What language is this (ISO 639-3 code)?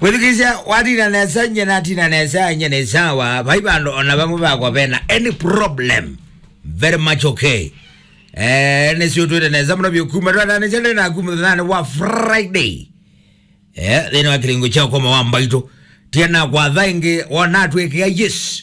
kam